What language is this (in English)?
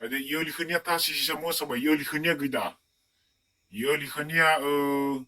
Nias